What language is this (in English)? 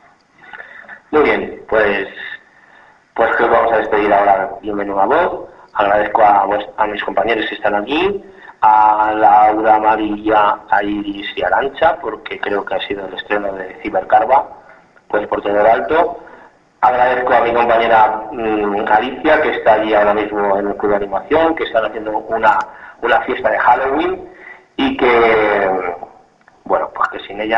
Spanish